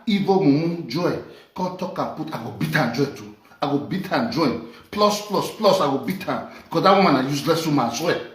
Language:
Nigerian Pidgin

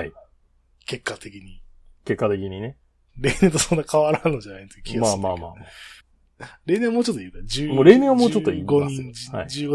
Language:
Japanese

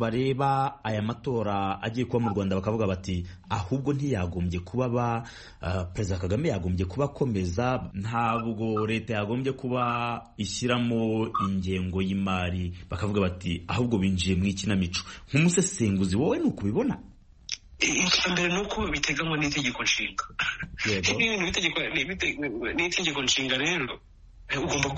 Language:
Kinyarwanda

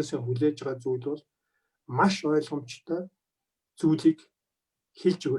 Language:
Mongolian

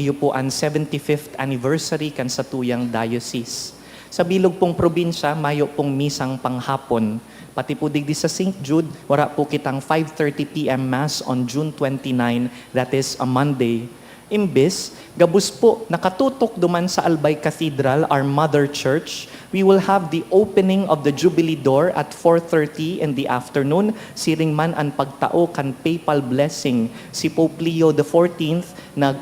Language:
Bikol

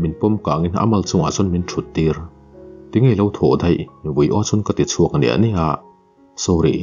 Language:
Mizo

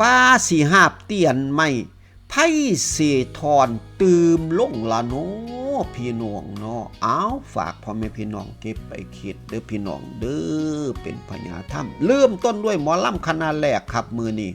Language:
Northeastern Thai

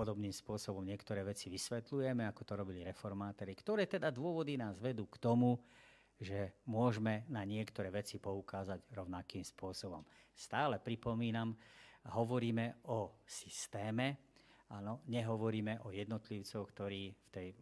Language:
Slovak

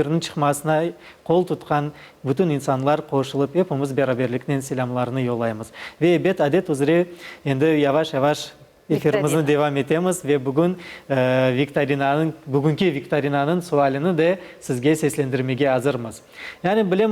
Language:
Crimean Tatar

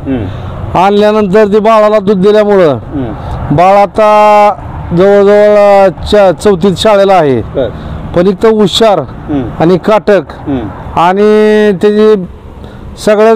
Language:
Marathi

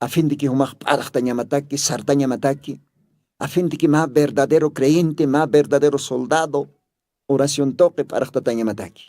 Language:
Aymara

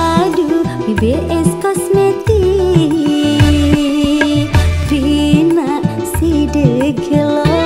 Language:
Sasak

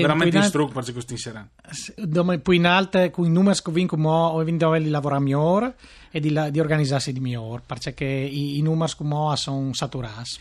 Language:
Friulian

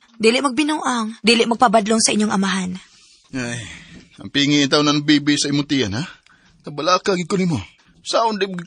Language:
Cebuano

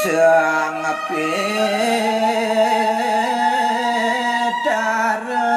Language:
Balinese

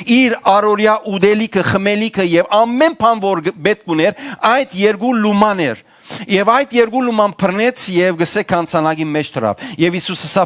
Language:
Western Armenian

